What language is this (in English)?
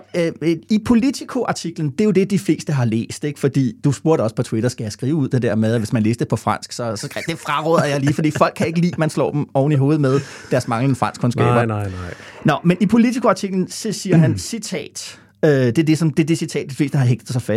Danish